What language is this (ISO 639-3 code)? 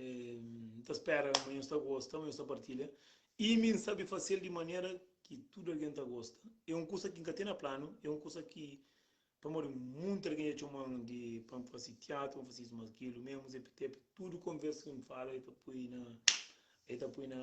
kea